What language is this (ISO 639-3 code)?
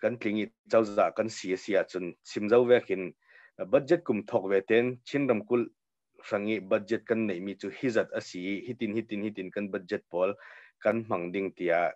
cnh